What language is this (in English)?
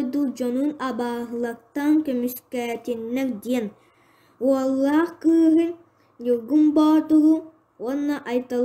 Yakut